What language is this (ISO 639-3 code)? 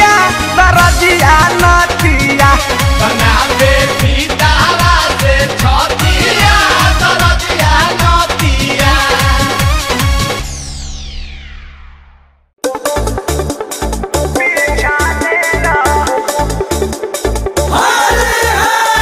bho